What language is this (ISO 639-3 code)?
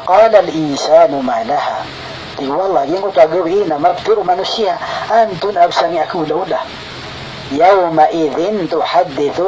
mrw